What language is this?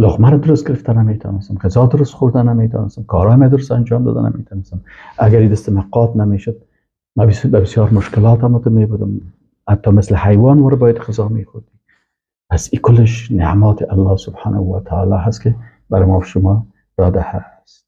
Persian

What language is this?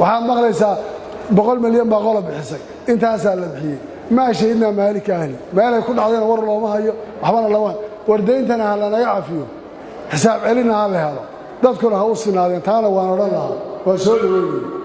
Somali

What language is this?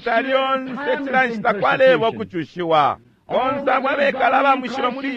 Bemba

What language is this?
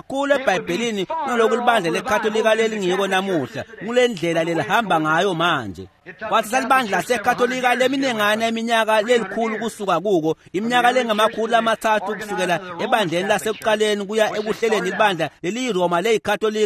Swati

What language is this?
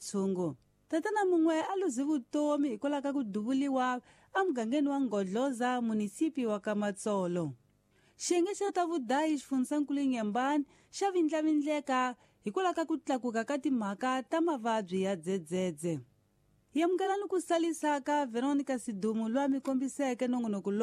Tsonga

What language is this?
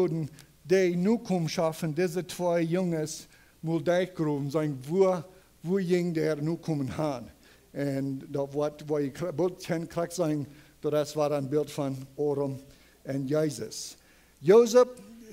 Plautdietsch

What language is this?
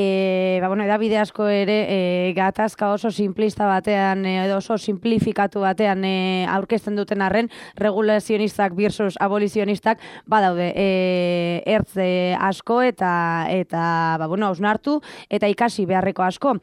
Basque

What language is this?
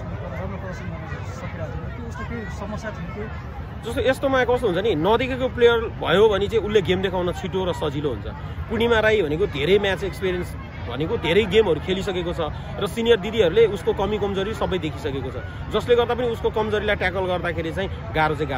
Nepali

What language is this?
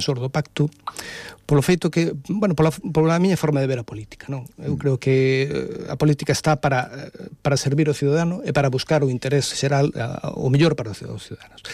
Galician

